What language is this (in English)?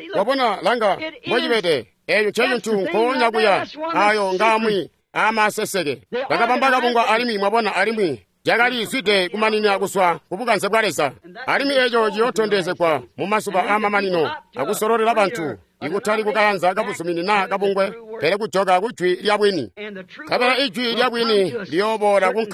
Tonga (Zambia)